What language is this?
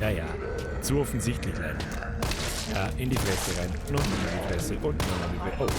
Bavarian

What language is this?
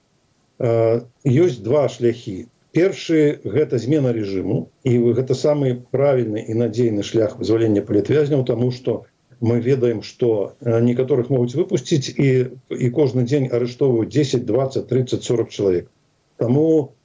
Belarusian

